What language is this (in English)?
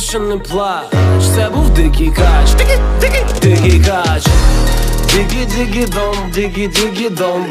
Ukrainian